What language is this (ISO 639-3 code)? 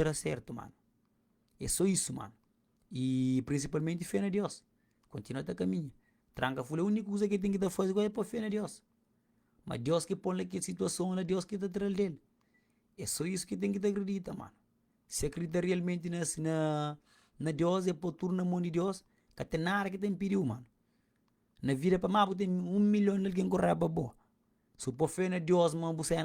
kea